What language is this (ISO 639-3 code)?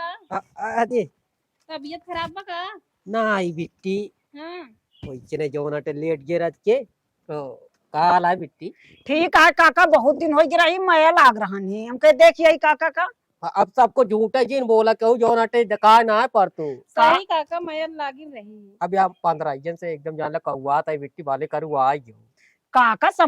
awa